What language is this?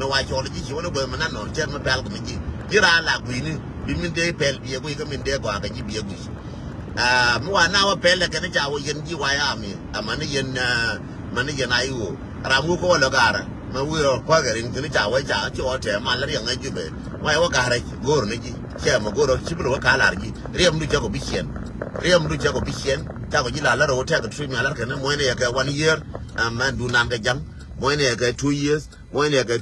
Nuer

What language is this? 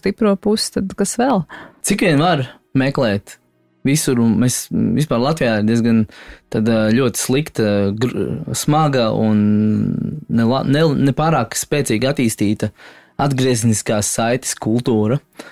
Latvian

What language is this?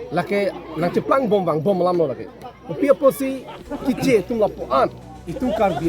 Karbi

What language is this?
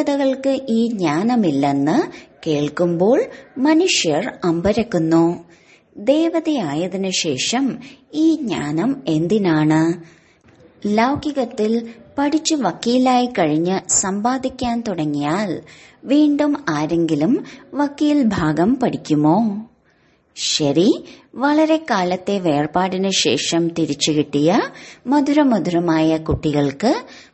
Malayalam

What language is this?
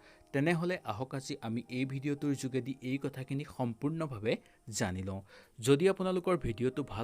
Assamese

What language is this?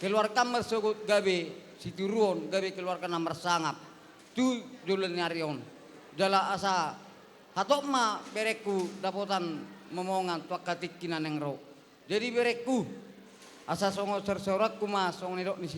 Batak Toba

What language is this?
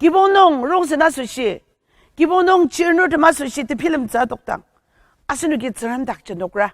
Ao Naga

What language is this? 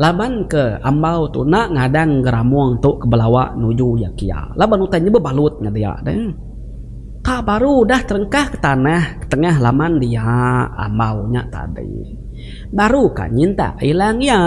Iban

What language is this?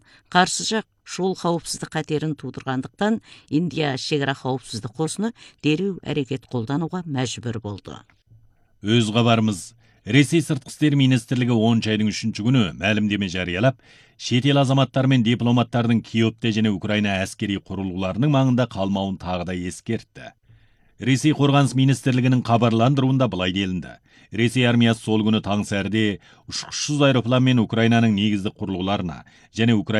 Kazakh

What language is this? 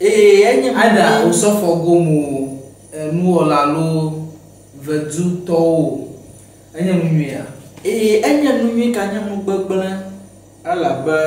Ewe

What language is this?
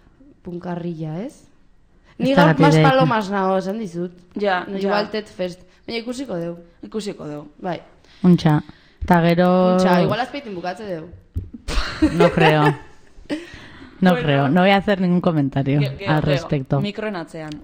Basque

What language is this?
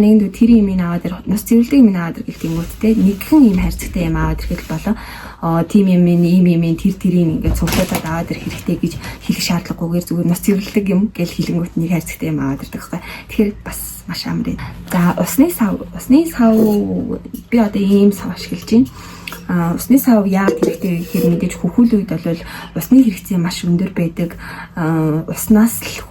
Mongolian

